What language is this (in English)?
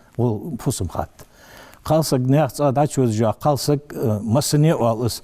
Ingush